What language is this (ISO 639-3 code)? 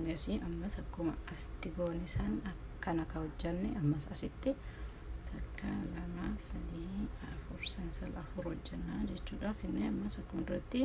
orm